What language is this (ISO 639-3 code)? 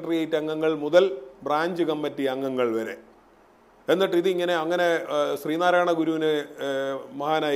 mal